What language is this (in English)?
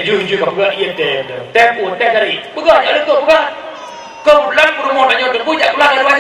Achinese